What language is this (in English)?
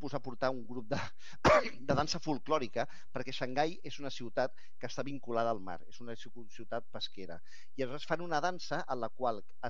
Catalan